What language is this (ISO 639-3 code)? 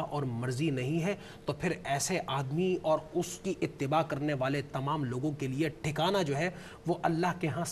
urd